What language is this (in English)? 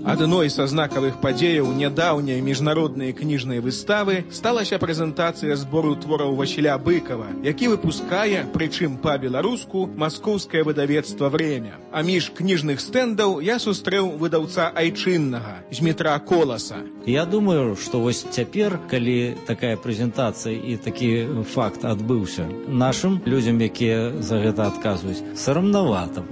Belarusian